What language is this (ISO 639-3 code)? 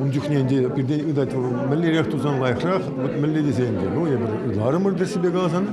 chv